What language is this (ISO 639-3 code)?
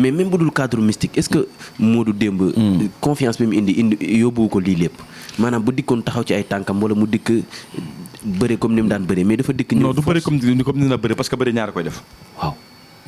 wol